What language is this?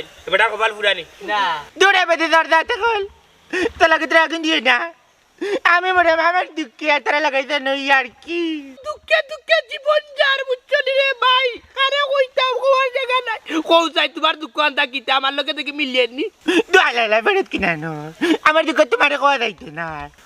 Sylheti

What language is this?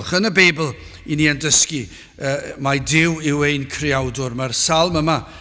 Welsh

